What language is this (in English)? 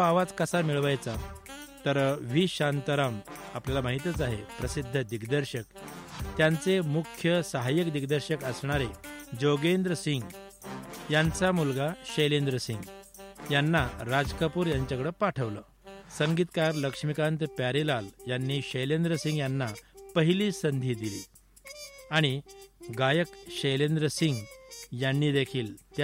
Marathi